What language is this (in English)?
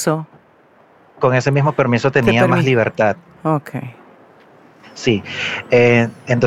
Polish